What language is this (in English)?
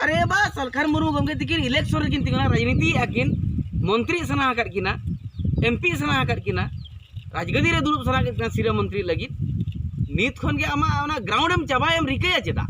Santali